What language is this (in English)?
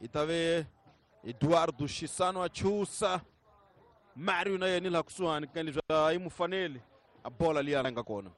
Tsonga